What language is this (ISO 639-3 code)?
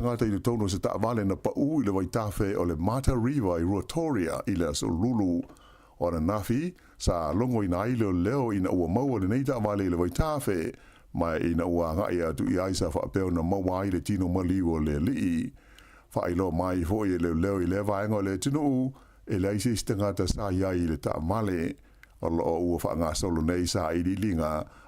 smo